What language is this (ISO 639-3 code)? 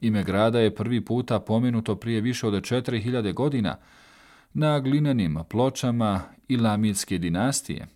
bos